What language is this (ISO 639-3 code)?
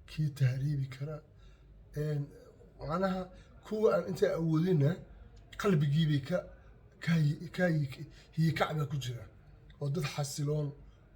som